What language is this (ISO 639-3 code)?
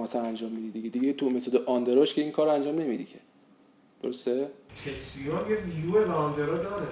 fas